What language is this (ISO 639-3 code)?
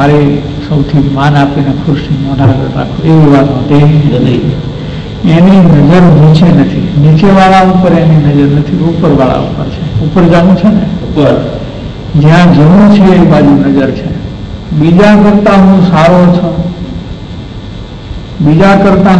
guj